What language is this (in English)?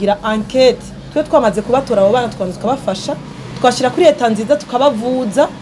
Rundi